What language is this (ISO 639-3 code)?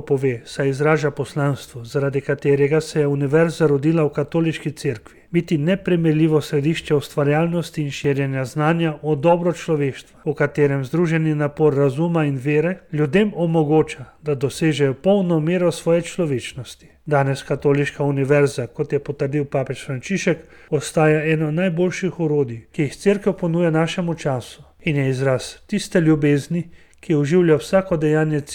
slv